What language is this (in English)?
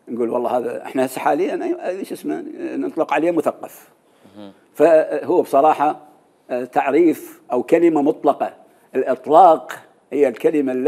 Mesopotamian Arabic